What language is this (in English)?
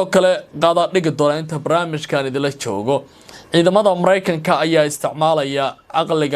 Somali